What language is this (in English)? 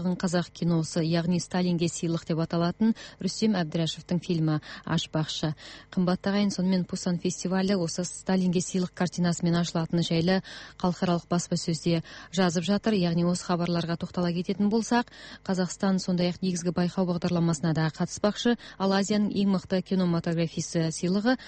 Kazakh